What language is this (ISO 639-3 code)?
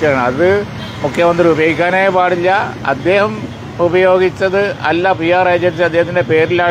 mal